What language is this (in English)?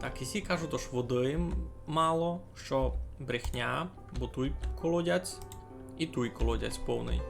Rusyn